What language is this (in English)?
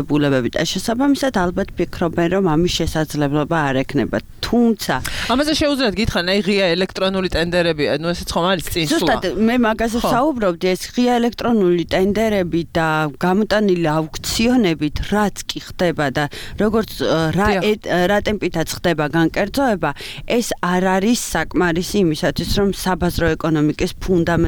Georgian